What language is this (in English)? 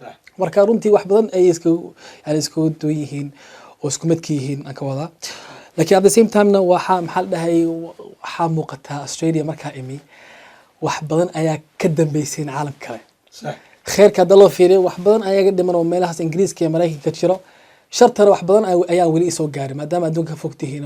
Somali